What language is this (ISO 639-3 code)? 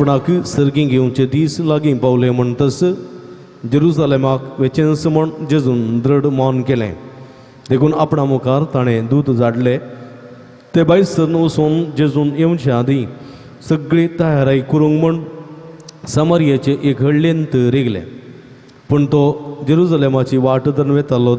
kok